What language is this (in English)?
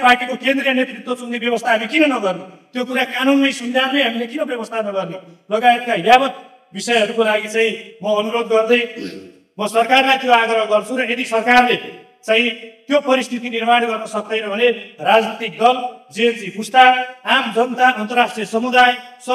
Nepali